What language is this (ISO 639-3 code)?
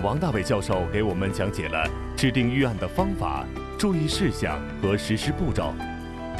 zho